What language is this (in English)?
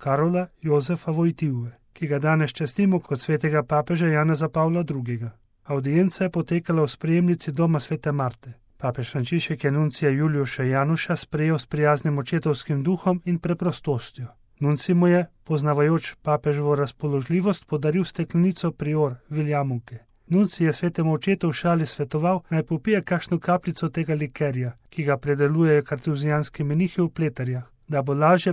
Slovenian